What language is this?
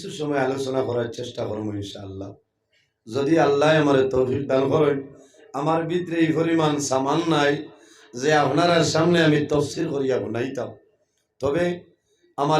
Sylheti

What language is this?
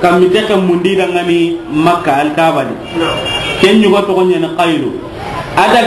Soninke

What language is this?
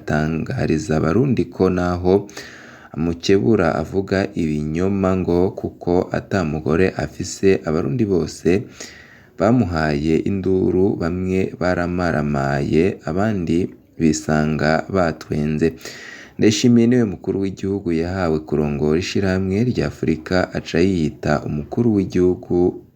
Rundi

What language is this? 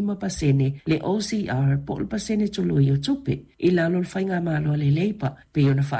Samoan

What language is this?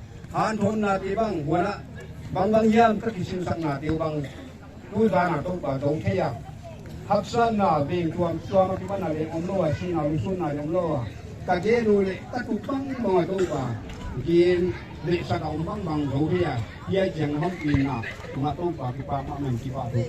Paite Chin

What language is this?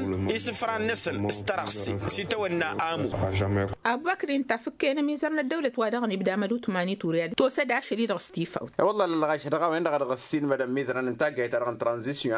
Tamasheq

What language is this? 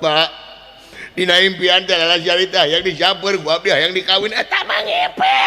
Sundanese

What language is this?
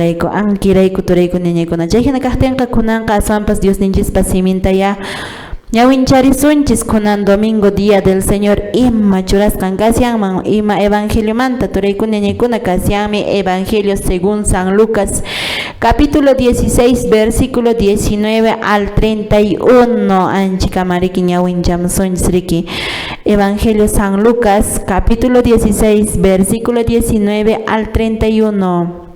Quechua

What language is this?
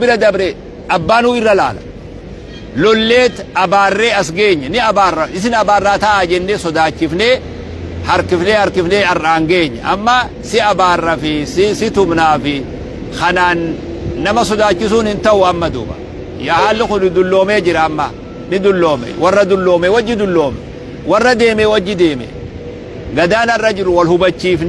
Oromo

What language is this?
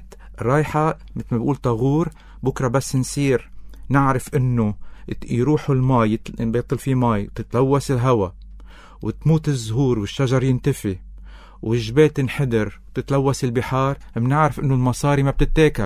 North Levantine Arabic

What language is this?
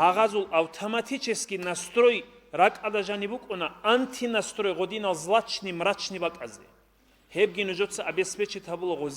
Avaric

